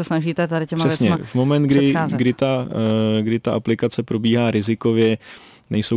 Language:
Czech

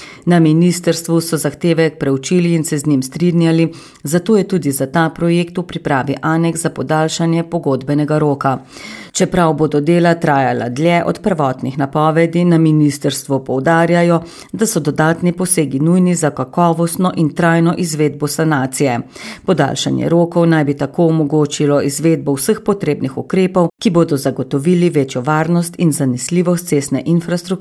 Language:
Slovenian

